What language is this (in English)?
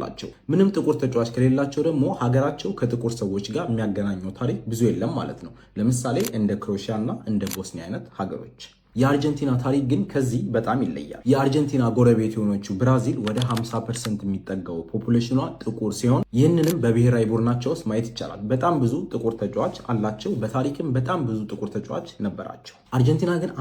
Amharic